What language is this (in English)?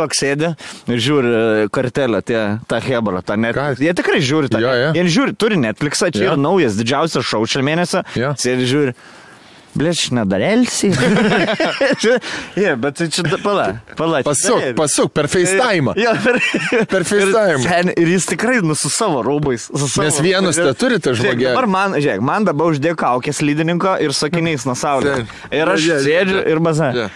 Lithuanian